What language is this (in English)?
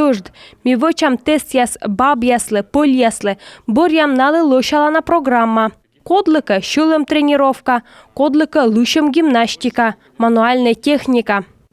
Komi